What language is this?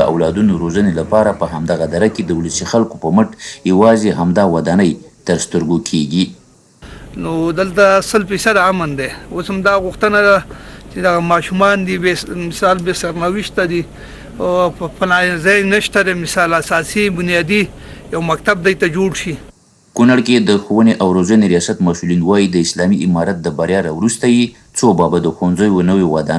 Pashto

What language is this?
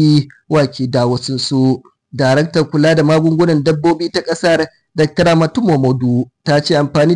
Hausa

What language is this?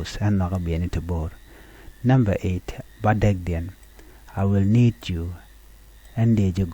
Nuer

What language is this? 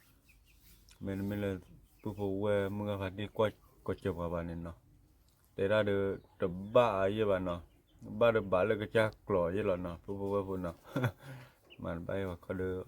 S'gaw Karen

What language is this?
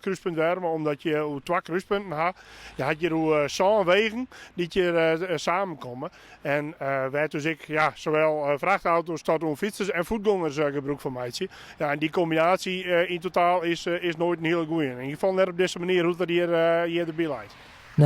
Western Frisian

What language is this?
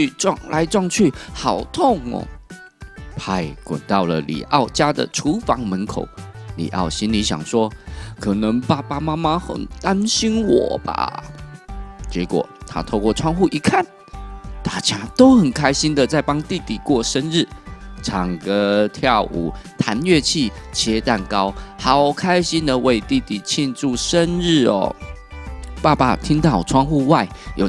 Chinese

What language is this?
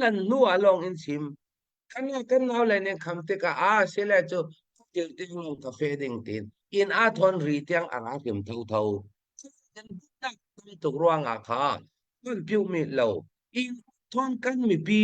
Hakha Chin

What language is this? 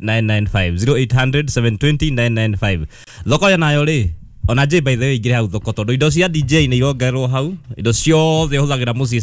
Kikuyu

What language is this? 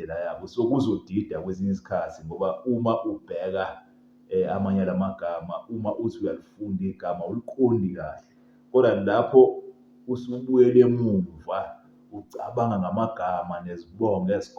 Zulu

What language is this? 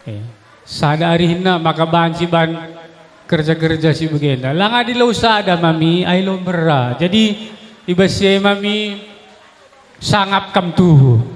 Batak Karo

